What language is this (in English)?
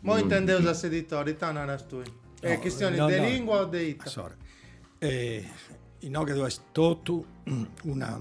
Sardinian